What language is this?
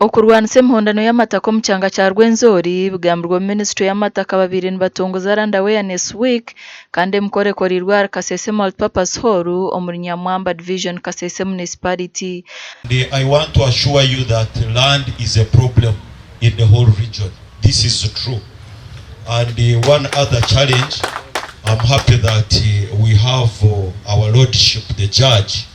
Nyankole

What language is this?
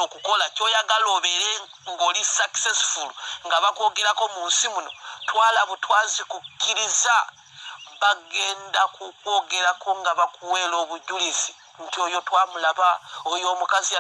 Ganda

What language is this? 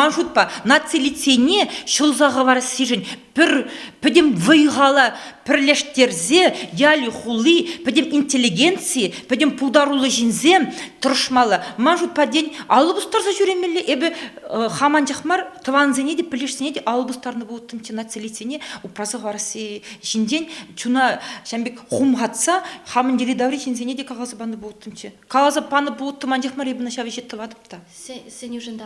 Chuvash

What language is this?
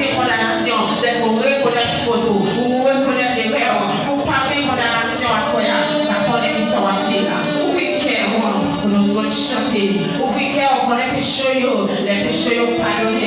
Haitian Creole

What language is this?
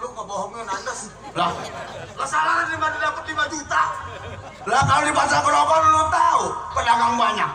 Betawi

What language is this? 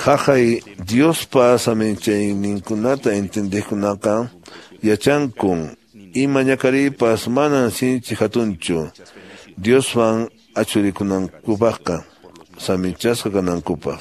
Quechua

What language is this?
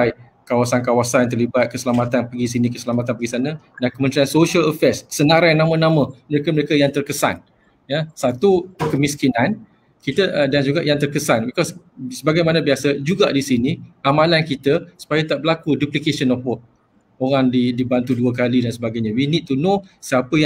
Malay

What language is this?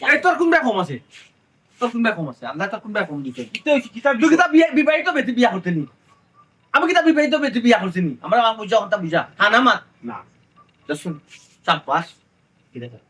Sylheti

